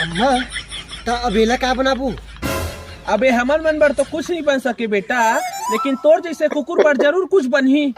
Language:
Chhattisgarhi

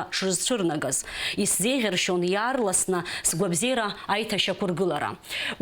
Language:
Abkhazian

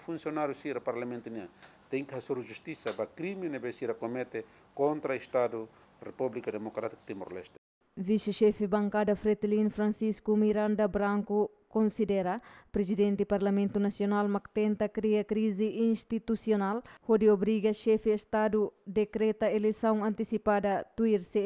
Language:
Tetum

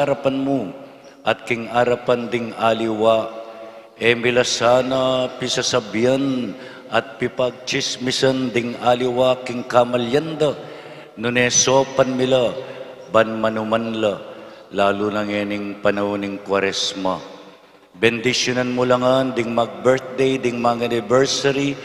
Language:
Pampanga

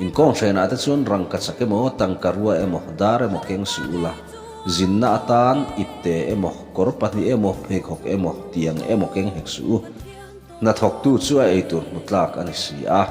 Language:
Mizo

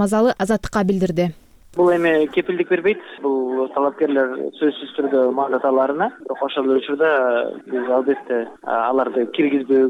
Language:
Kyrgyz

